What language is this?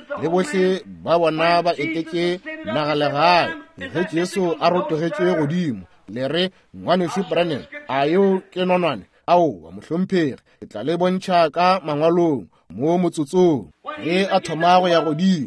Northern Sotho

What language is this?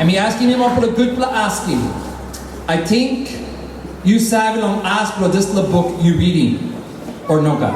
Tok Pisin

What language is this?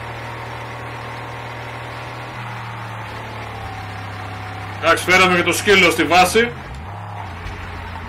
Greek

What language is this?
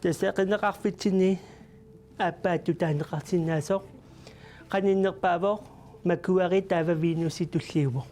Kalaallisut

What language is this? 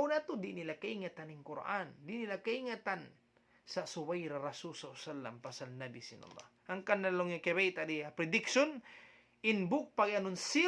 Tausug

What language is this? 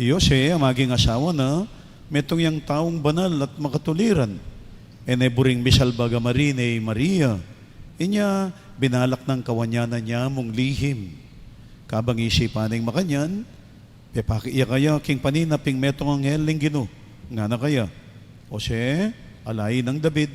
Pampanga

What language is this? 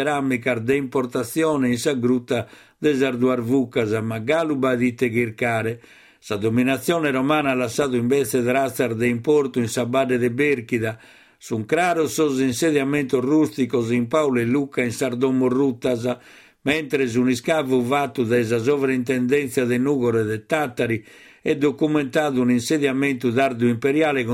Sardinian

